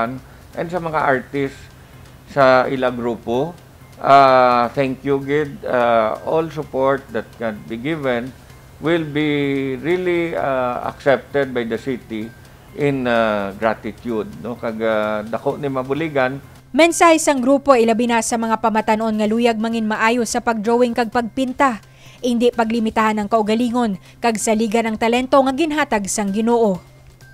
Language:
Hiligaynon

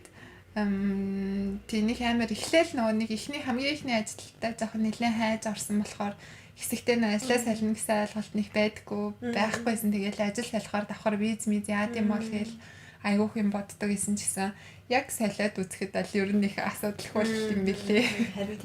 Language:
Mongolian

